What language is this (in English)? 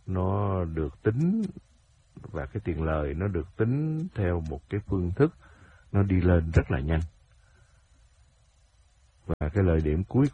Vietnamese